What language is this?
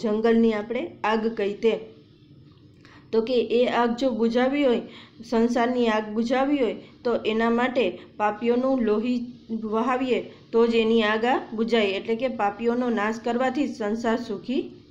Gujarati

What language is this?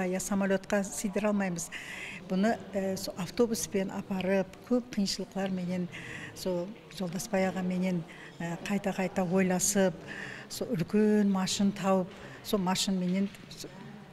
Kara-Kalpak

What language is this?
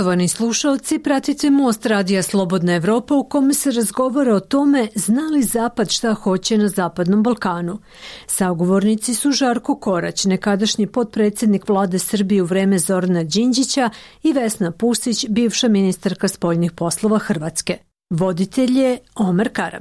Croatian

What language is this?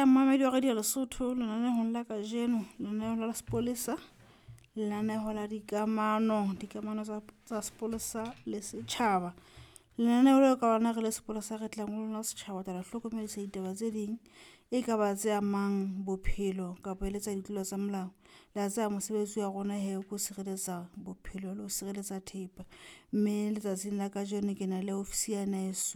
Southern Sotho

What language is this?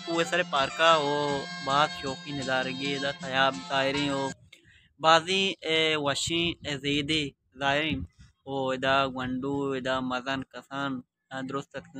Baluchi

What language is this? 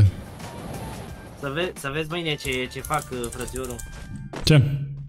Romanian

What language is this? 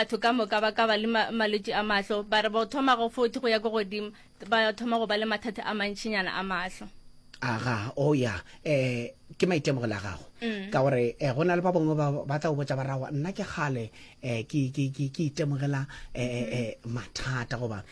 Northern Sotho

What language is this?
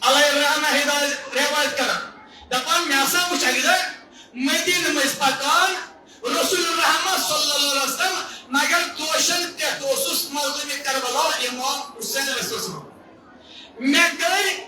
Kashmiri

